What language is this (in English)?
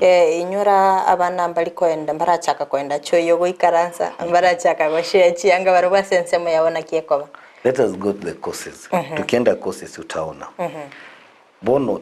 Gusii